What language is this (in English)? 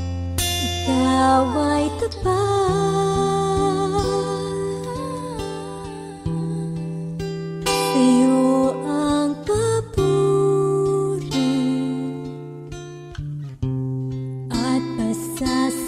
Filipino